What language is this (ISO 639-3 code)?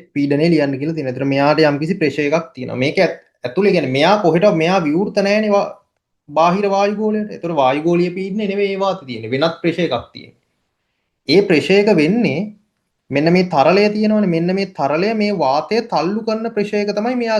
sin